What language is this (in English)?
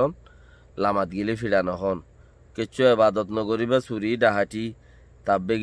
Rohingya